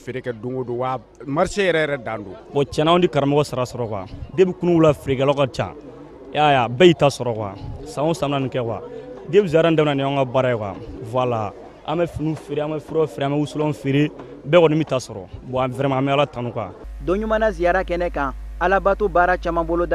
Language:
Bambara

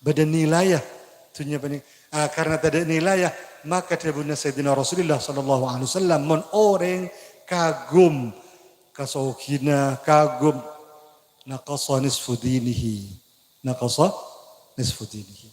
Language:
Madurese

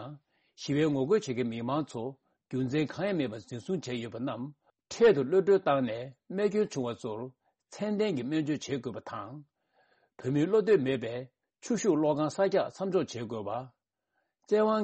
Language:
Tibetan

